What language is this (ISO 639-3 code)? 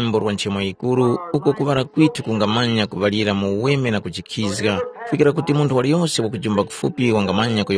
tum